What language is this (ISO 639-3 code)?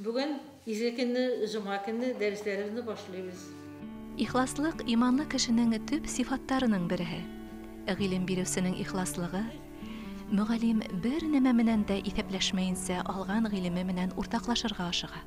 bak